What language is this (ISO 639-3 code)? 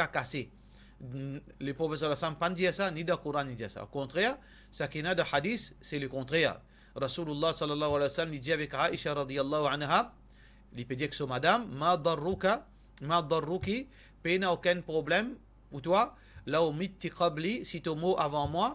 mfe